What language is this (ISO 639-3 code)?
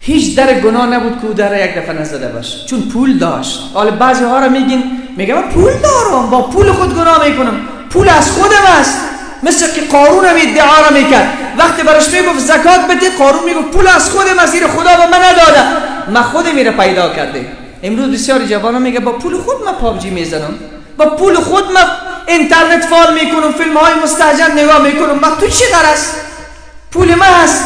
fas